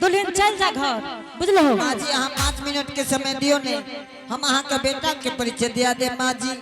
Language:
Angika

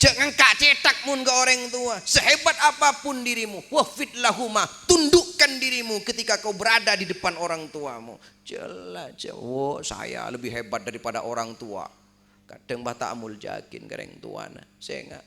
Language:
Madurese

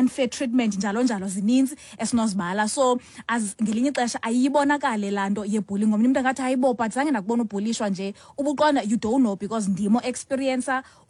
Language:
Xhosa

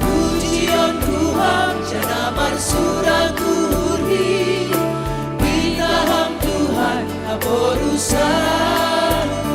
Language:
Batak Simalungun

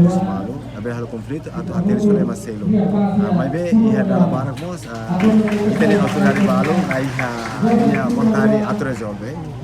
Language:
Tetum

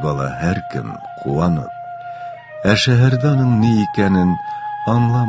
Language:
Tatar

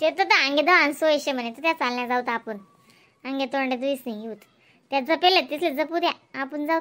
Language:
Khandesi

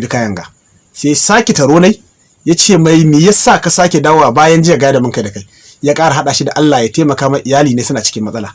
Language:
Hausa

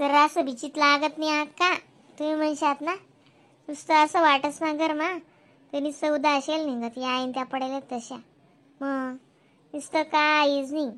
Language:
Khandesi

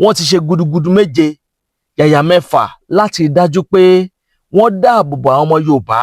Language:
Yoruba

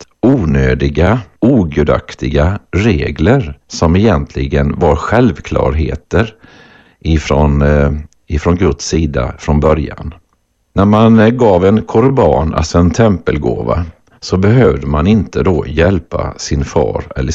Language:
Swedish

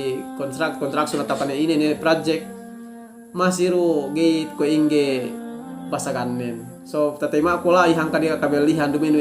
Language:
Yakan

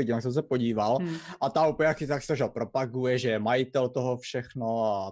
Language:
Czech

